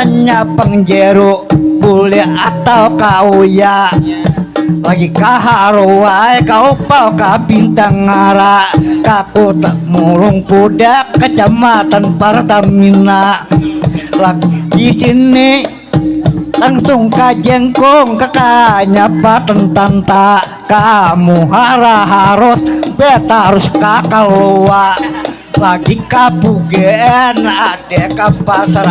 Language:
Banjar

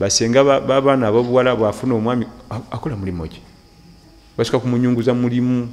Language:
Ganda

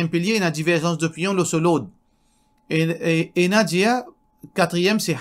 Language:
Morisyen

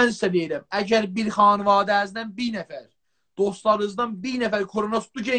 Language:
South Azerbaijani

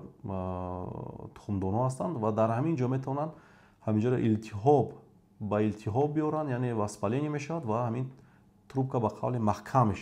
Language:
Tajik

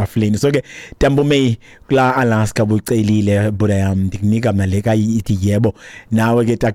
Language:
Xhosa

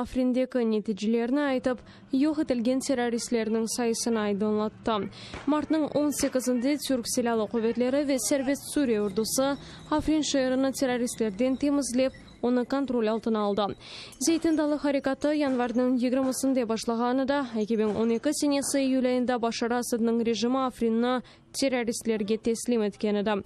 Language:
Crimean Tatar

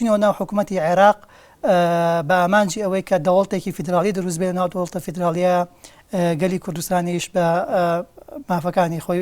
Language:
Central Kurdish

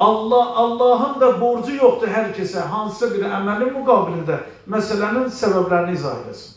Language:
Azerbaijani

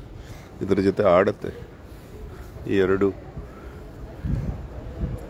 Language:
Kannada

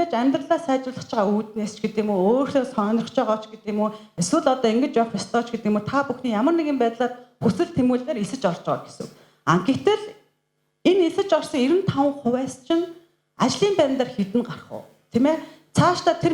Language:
Mongolian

